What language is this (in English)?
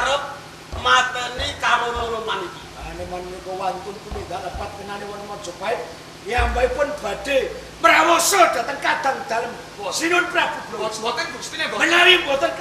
Javanese